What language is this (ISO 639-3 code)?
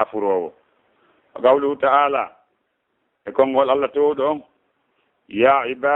ful